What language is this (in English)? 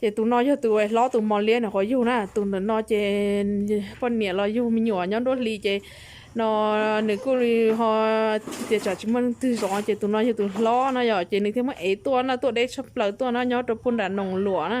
Hmong